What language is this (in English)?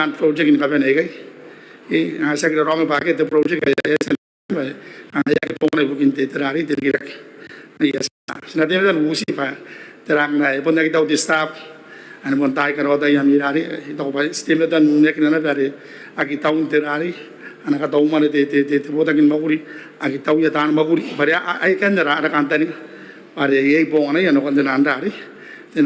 Gilbertese